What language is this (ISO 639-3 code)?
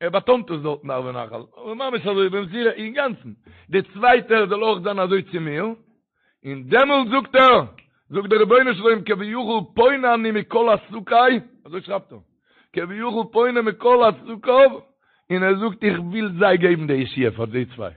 yid